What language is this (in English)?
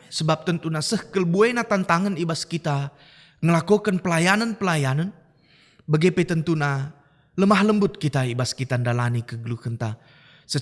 Batak Karo